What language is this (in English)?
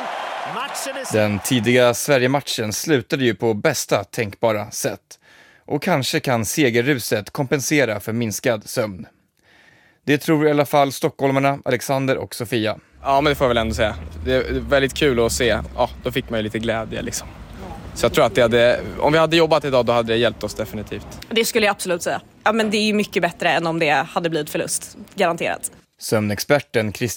Swedish